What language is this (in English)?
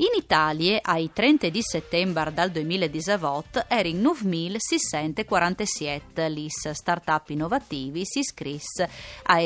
Friulian